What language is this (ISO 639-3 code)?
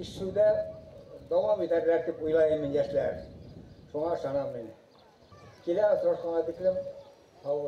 bak